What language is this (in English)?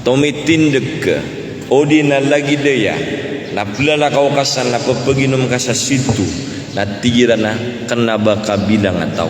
Maranao